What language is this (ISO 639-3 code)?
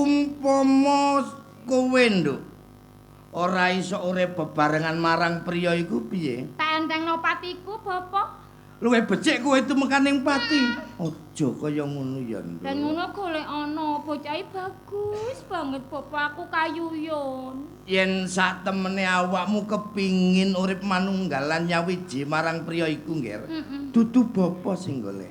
jav